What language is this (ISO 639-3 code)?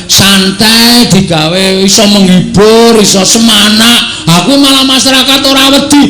jav